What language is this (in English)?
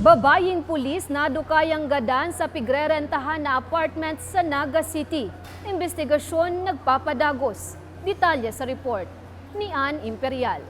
Bikol